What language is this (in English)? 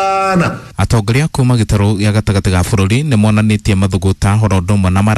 Kikuyu